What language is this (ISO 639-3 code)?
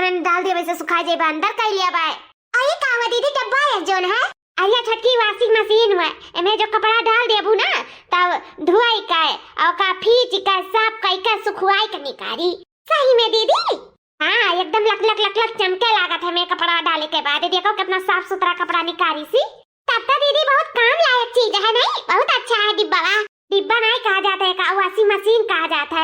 awa